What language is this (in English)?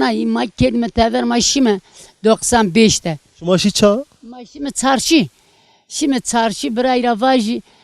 Zaza